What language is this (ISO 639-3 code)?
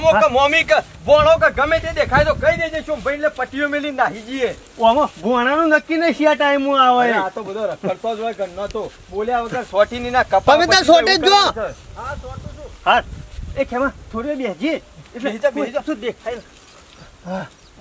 guj